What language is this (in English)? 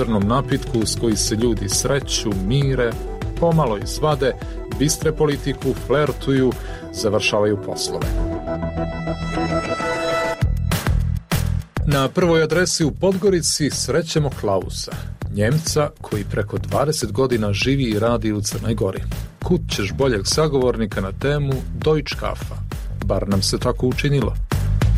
Serbian